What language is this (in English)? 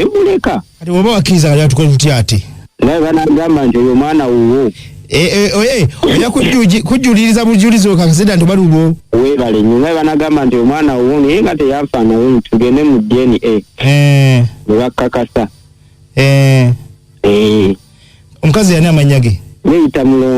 Ganda